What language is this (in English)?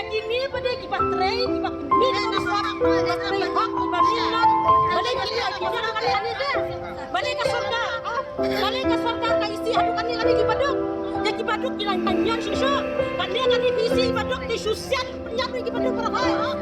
Khasi